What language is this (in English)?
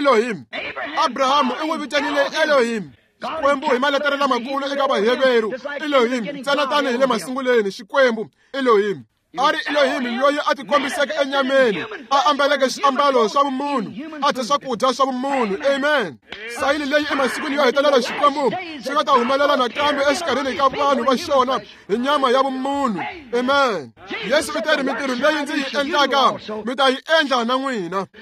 Tsonga